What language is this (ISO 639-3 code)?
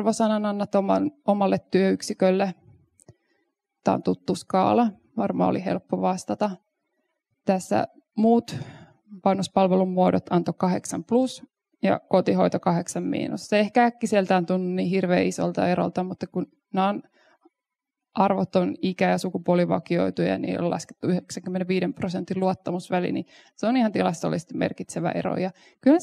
fin